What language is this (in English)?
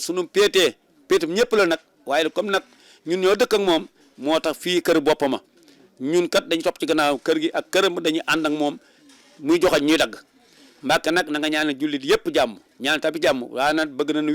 Wolof